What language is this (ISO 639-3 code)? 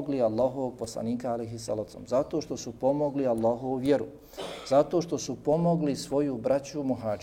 bos